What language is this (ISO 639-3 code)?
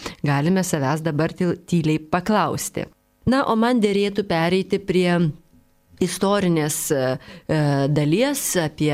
lit